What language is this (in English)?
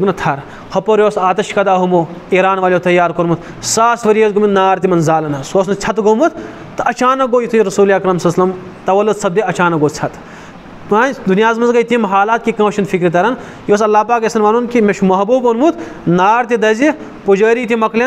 Kashmiri